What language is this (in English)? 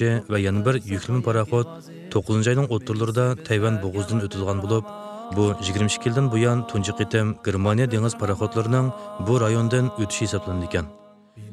Uyghur